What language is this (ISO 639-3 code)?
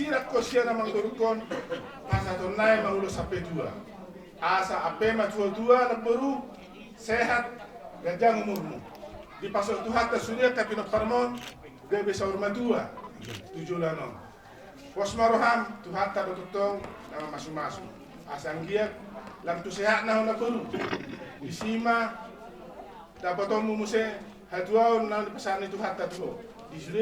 bbc